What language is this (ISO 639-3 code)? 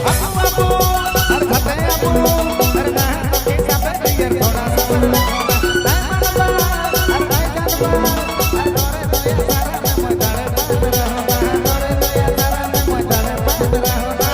sck